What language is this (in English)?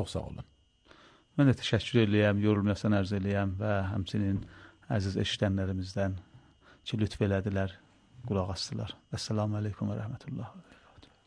Azerbaijani